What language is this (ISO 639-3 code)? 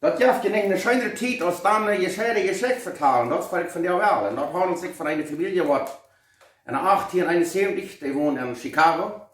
pdt